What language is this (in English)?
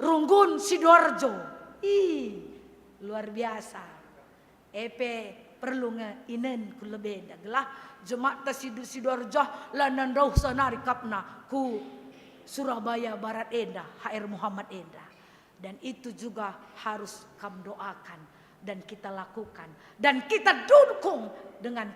Batak Karo